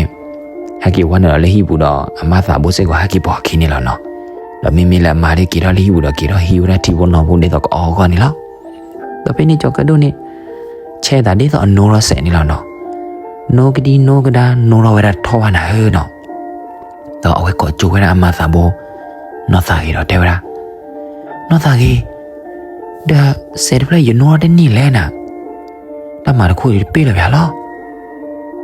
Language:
S'gaw Karen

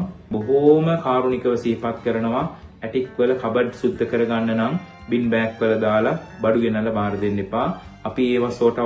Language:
Sinhala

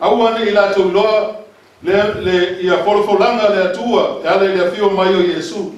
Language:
Samoan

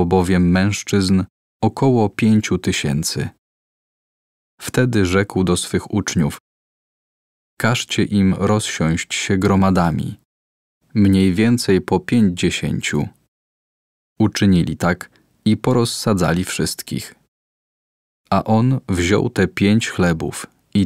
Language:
Polish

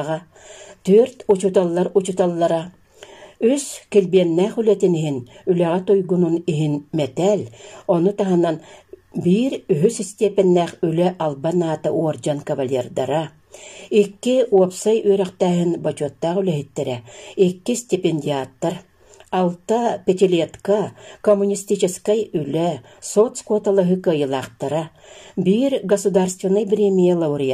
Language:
Yakut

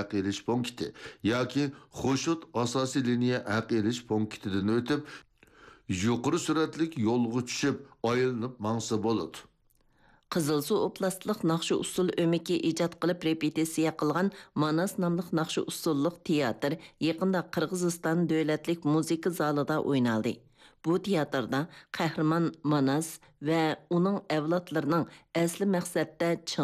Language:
Uyghur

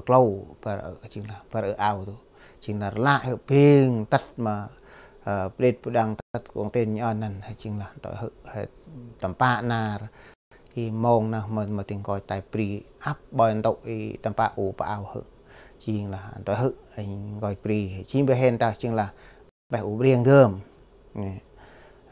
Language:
Central Mnong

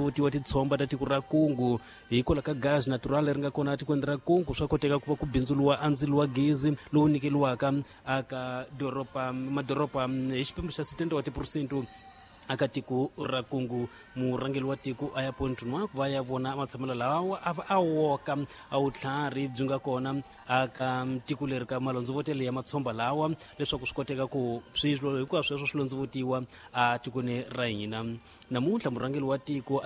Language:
Tsonga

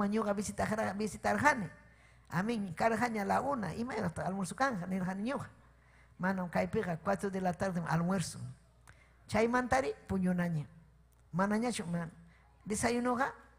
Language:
Ayacucho Quechua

